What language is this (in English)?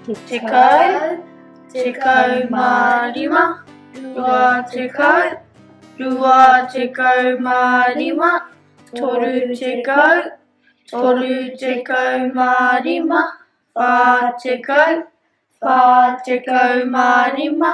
Māori